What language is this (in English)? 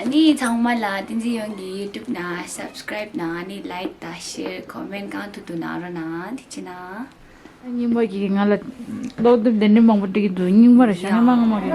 Tibetan